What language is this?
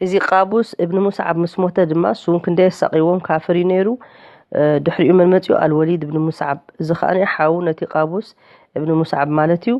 Tigrinya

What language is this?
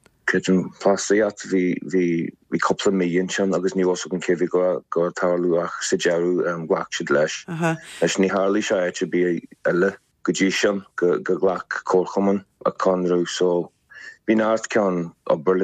Irish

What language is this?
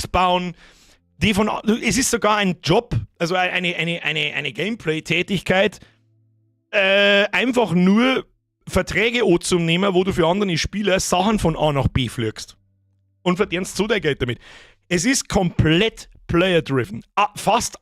Bavarian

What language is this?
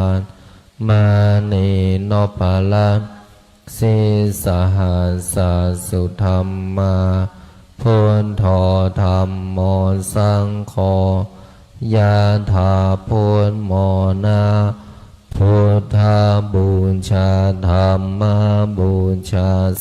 Pali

